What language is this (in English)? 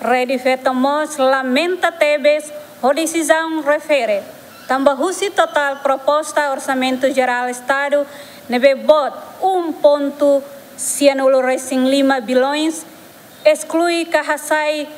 Tetum